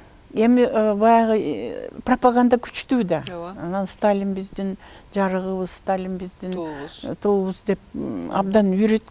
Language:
Kyrgyz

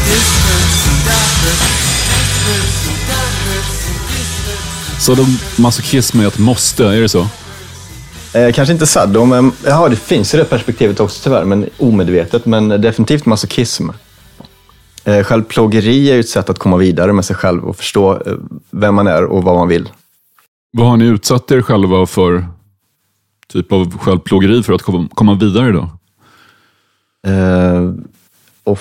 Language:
Swedish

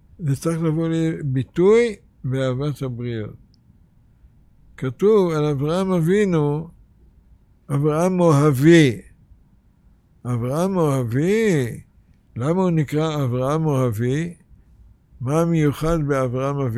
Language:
Hebrew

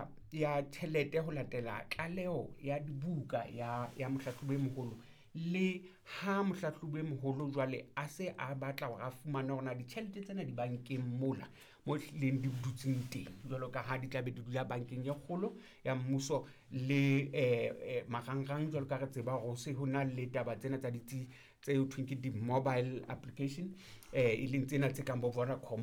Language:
Southern Sotho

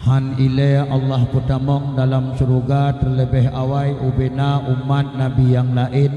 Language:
Achinese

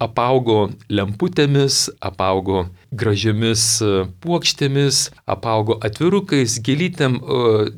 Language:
Lithuanian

